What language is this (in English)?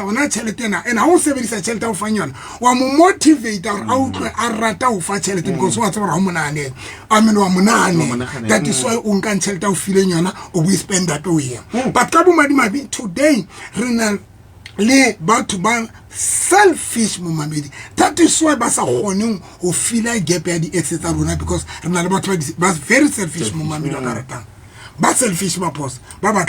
Southern Sotho